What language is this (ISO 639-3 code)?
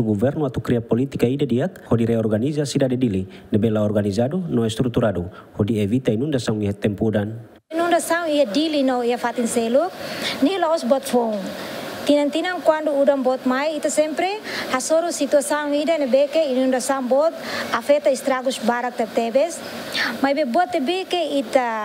tet